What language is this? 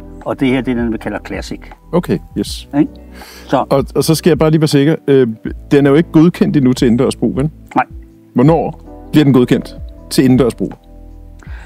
Danish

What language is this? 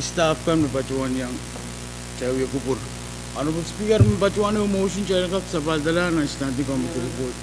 Pohnpeian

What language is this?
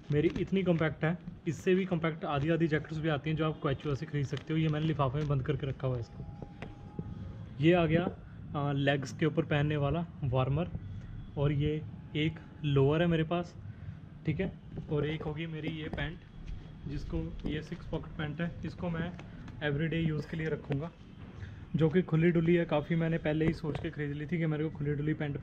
Hindi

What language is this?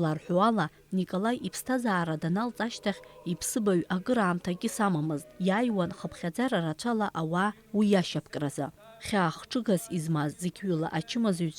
Abkhazian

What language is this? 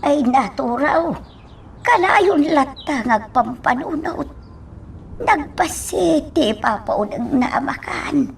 Iloko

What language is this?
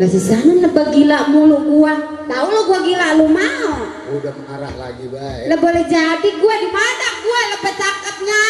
Betawi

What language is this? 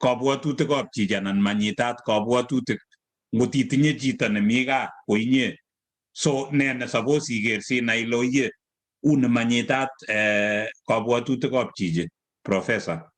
Kalenjin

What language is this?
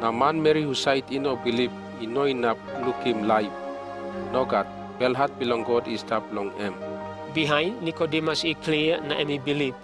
Tok Pisin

